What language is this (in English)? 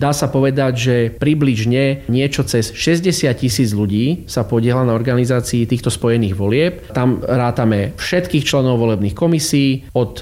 Slovak